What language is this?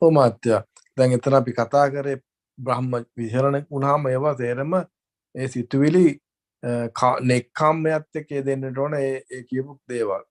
Sinhala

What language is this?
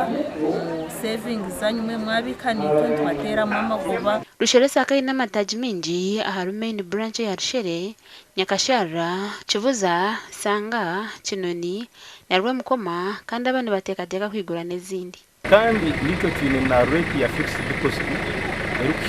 Nyankole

